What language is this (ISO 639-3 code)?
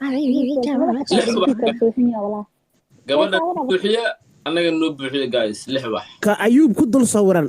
som